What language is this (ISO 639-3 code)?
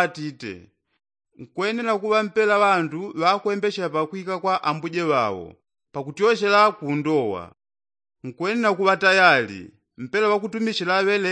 yao